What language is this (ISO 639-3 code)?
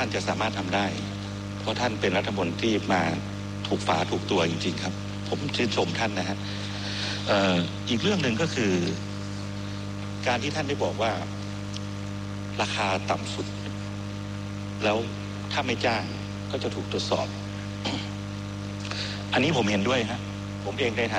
tha